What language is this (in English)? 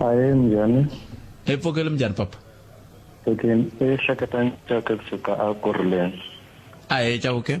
Tsonga